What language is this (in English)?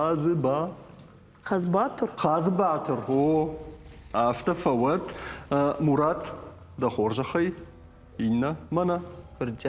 Ossetic